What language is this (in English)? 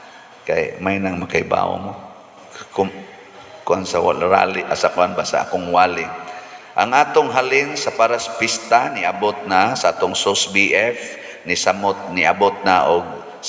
Cebuano